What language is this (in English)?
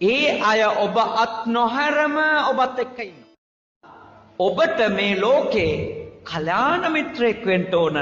Sinhala